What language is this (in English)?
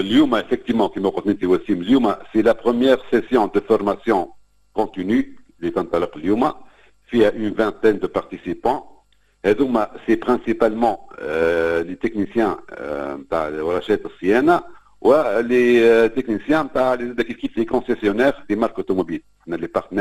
Tunisian Arabic